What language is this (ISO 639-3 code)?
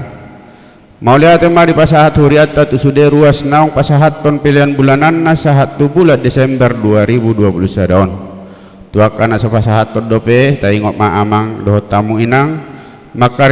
bbc